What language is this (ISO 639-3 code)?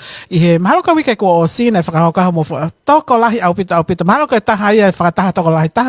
ton